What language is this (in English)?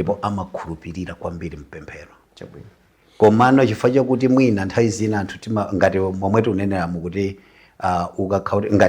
Nyanja